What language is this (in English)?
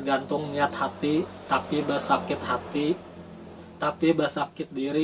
Banjar